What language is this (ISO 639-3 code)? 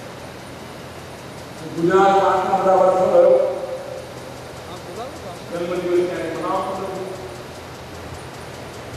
guj